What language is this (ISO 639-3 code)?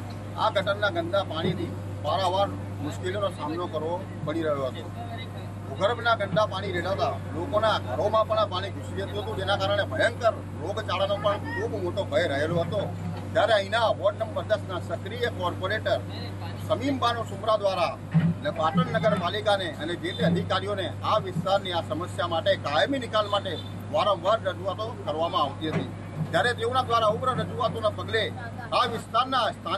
guj